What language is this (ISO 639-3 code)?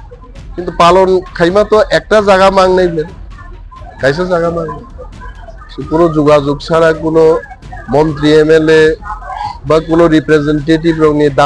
trp